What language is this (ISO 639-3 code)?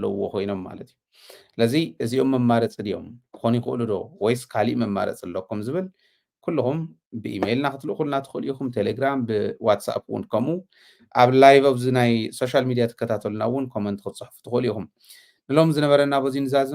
tir